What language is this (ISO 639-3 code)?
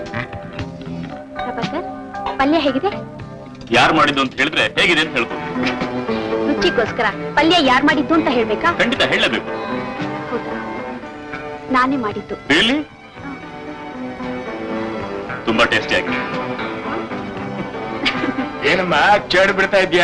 kan